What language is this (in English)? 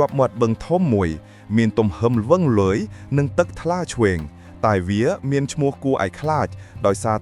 Khmer